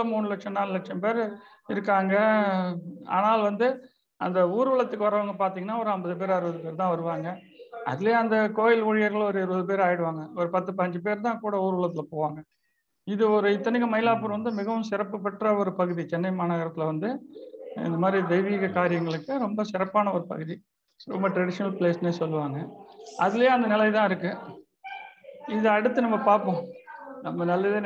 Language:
Tamil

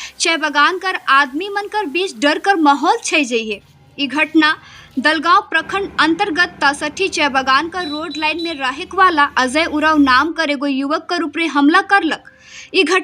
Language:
Sadri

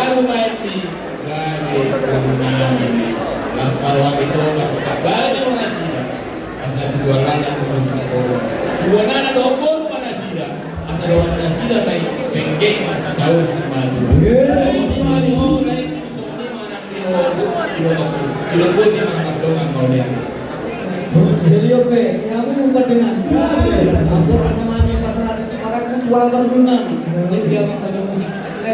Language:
Batak Toba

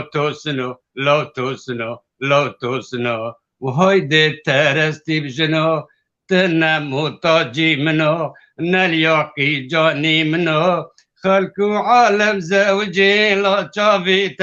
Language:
Kurdish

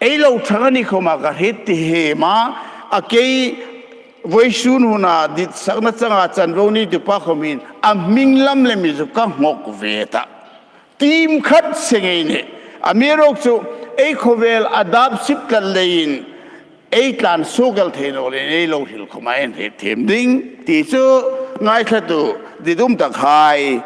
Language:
Hmar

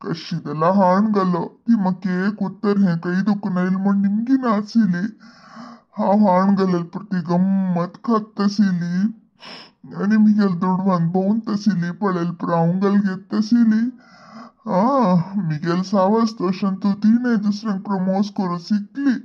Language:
Konkani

